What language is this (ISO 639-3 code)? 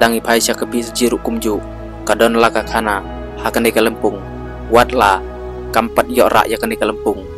kha